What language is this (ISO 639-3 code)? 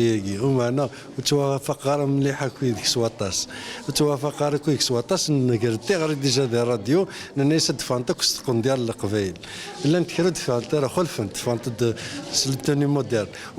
kab